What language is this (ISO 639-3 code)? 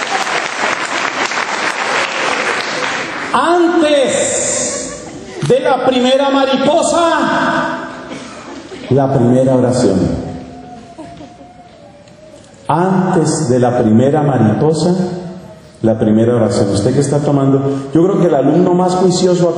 spa